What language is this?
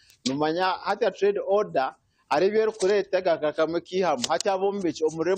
Nyankole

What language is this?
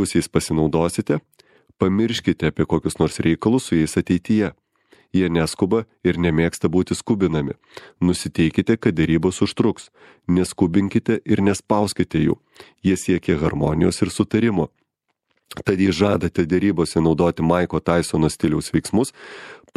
Lithuanian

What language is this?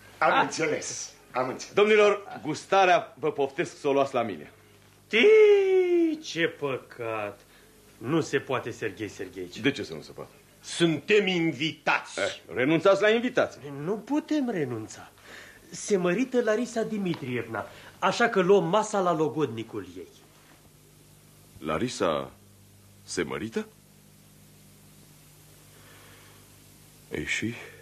Romanian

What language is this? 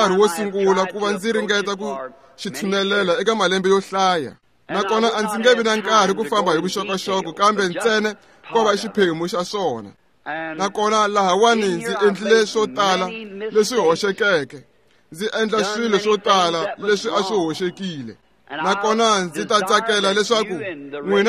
Tsonga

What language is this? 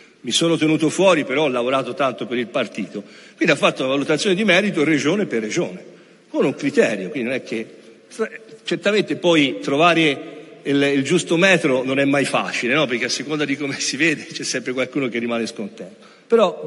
Italian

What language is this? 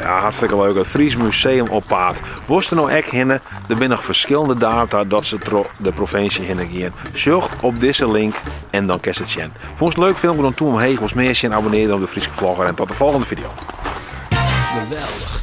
Western Frisian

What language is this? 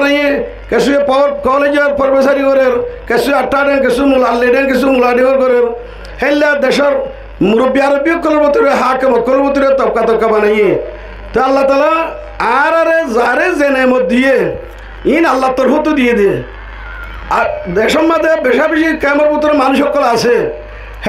Rohingya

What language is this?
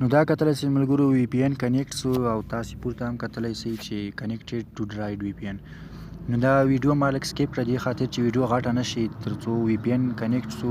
Pashto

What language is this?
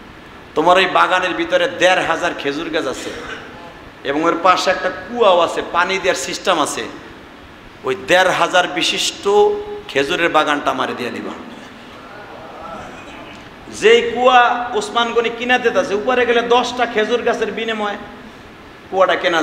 Bangla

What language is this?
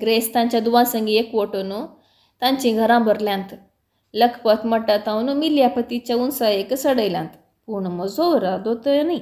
Konkani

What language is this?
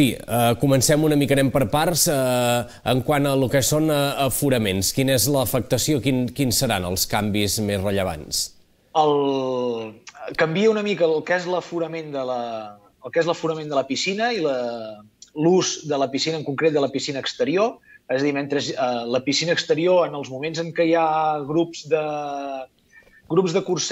Catalan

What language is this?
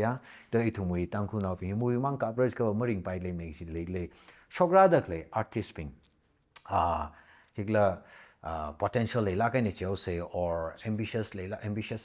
Tangkhul Naga (India)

